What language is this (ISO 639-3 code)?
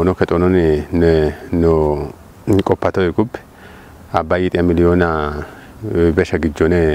kbr